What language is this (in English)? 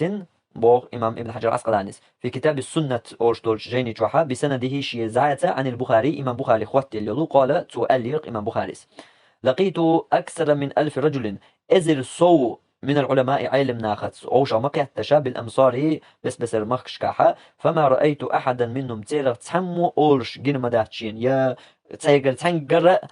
Chechen